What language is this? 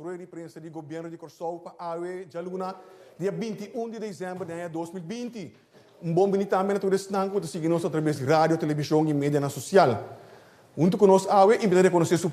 Papiamento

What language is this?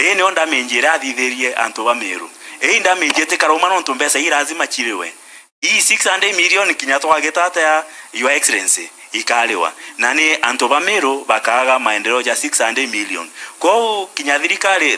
Meru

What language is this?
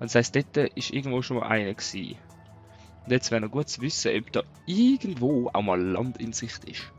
Swiss German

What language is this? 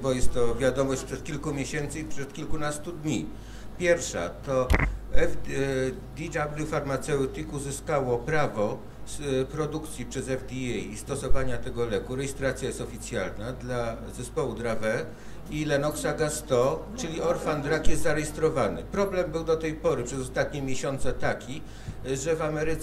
Polish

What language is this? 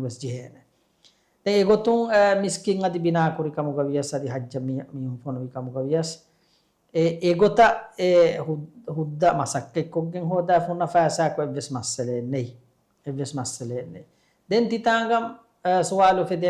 Divehi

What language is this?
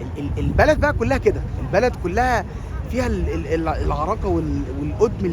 Egyptian Arabic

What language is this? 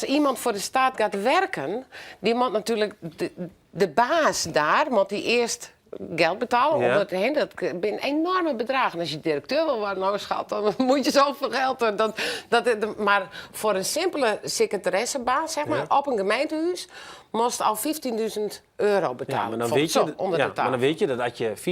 Western Frisian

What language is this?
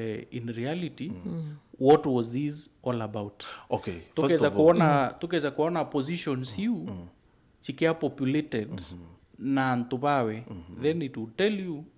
Meru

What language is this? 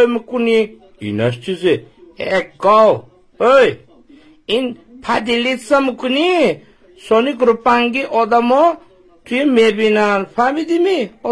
Tajik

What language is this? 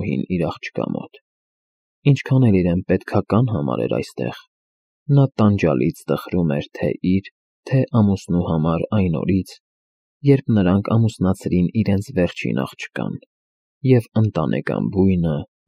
Armenian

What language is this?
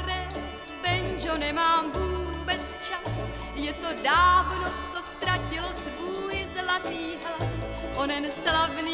Czech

